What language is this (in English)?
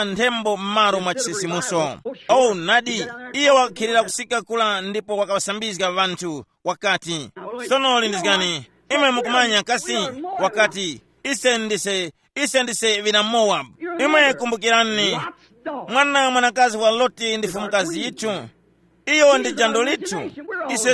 Tumbuka